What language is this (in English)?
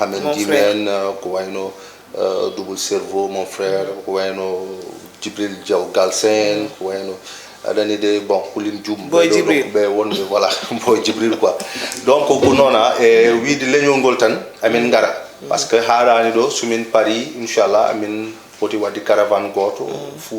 Fula